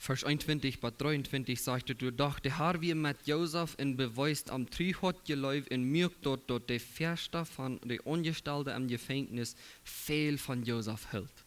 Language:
Plautdietsch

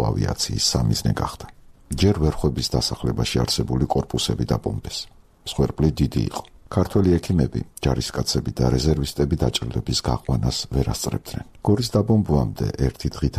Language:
Georgian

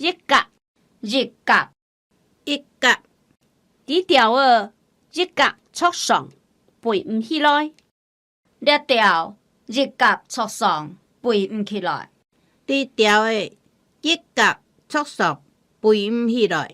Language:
Hakka Chinese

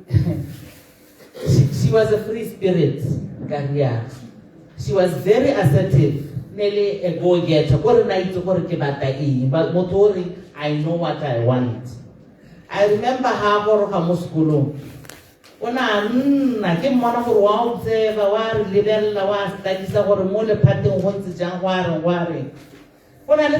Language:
Tswana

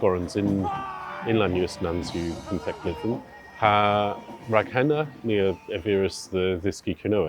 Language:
Cornish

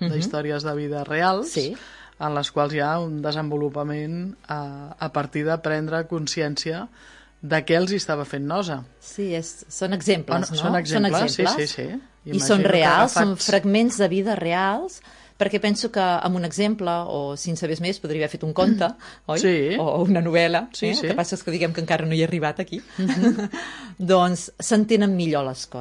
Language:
Catalan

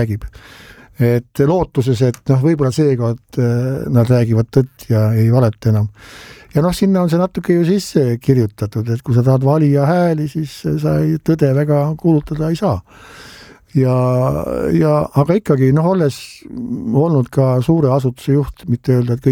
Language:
Estonian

